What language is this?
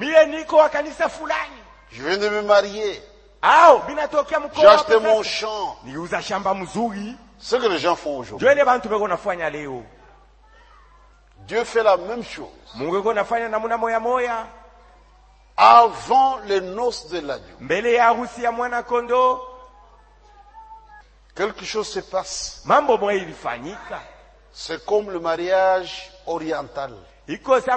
Swahili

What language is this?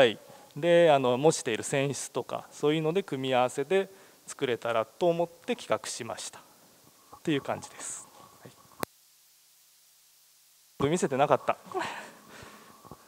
Japanese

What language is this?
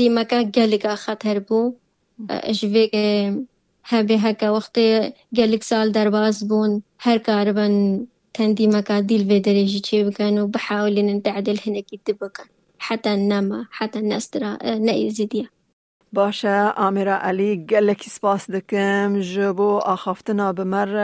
Kurdish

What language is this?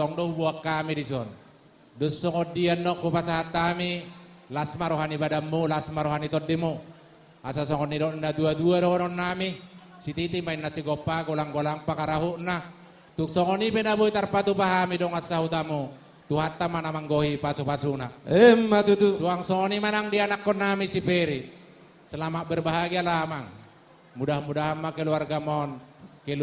Batak Toba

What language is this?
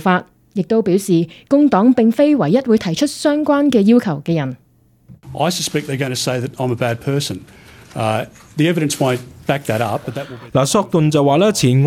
Cantonese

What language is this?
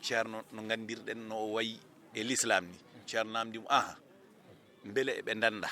Fula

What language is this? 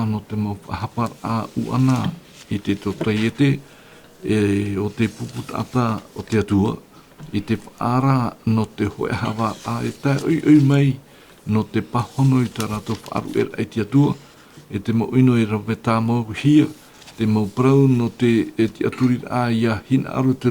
Tahitian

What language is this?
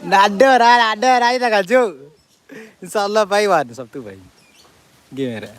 Minangkabau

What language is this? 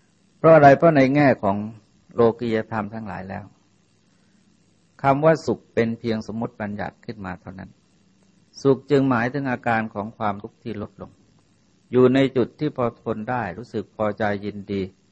Thai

